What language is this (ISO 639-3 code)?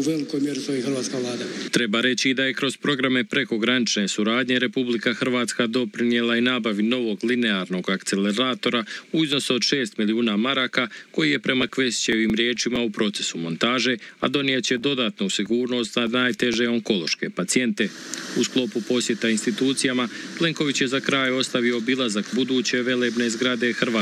hrv